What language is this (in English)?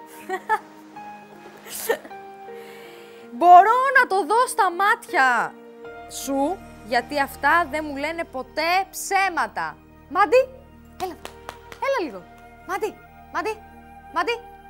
Greek